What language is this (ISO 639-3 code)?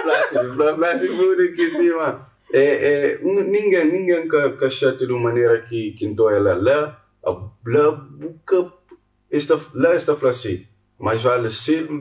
kea